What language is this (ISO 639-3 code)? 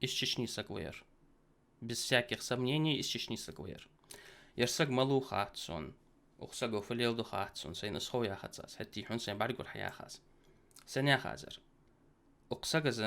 inh